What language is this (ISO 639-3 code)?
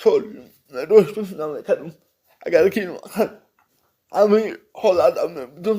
tgk